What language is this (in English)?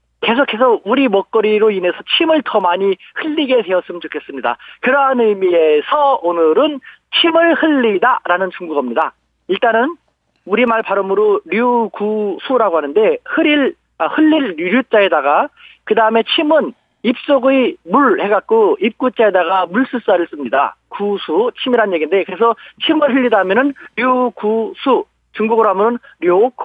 Korean